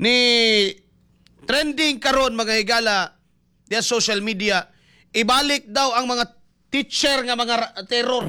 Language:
Cebuano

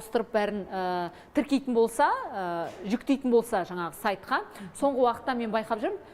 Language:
Kazakh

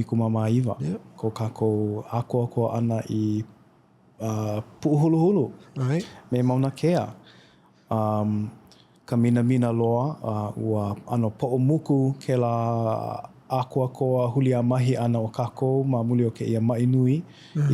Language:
Hawaiian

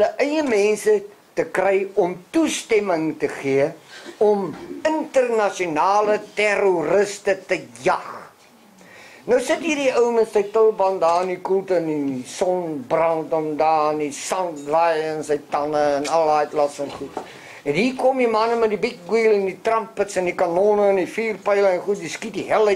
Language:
Afrikaans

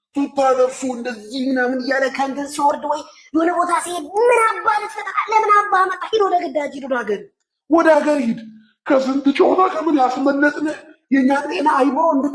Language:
Amharic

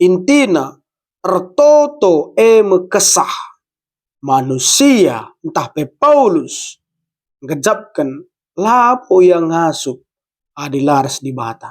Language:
Batak Karo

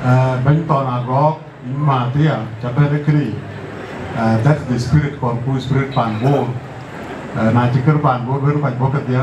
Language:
Dinka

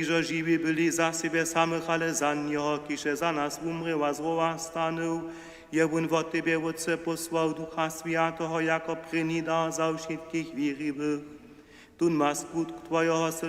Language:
Upper Sorbian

